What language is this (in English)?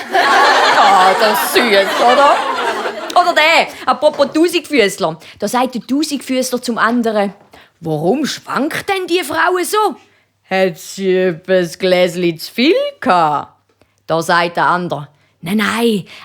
Swiss German